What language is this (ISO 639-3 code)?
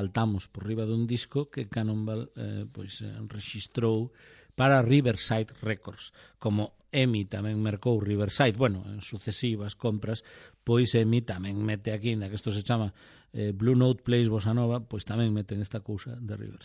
glg